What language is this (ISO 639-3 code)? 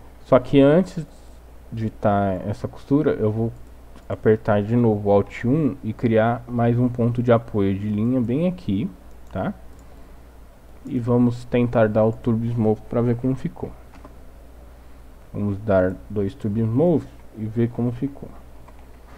por